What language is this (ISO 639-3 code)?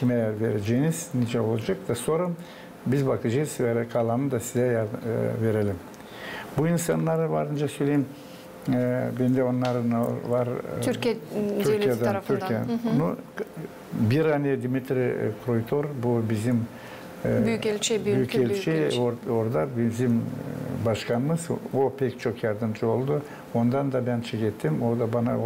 gag